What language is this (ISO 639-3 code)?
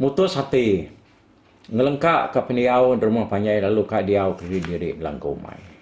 iba